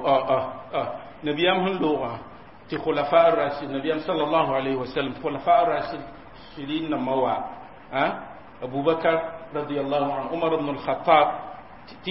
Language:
Mossi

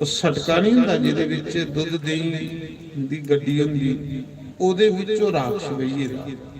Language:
Dogri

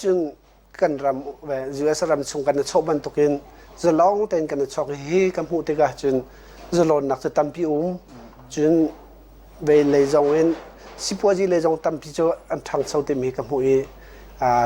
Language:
Hakha Chin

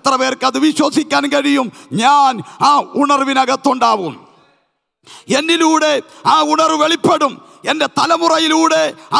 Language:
Malayalam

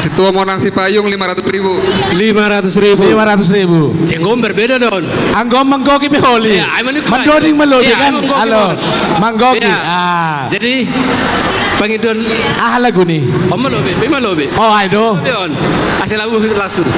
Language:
Batak Simalungun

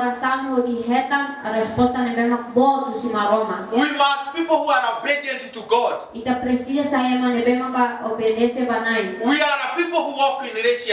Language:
Tetum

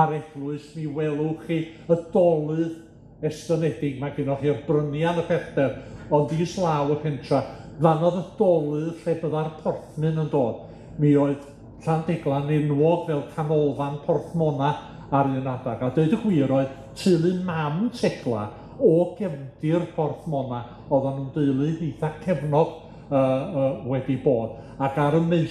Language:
Welsh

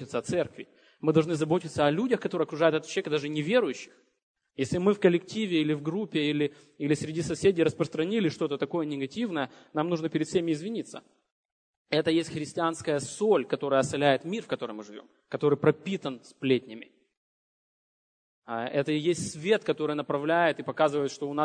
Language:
Russian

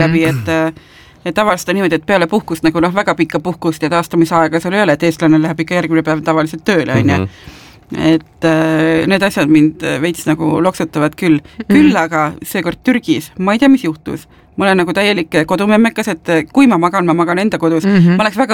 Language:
Estonian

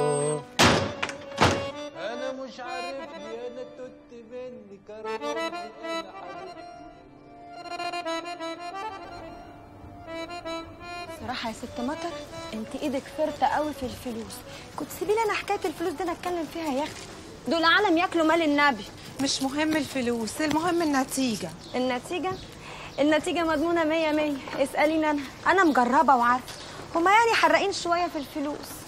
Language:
Egyptian Arabic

